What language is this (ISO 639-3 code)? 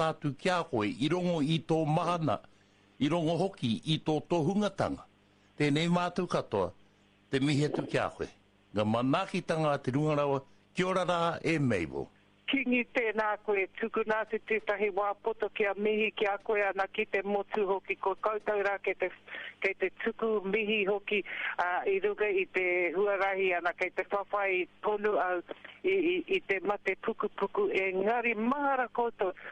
mri